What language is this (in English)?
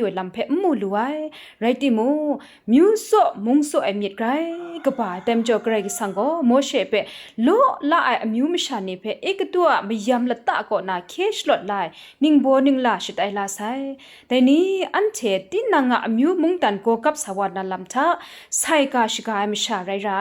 Kachin